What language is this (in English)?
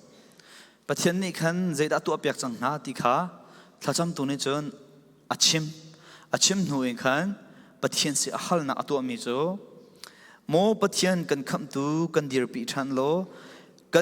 Falam Chin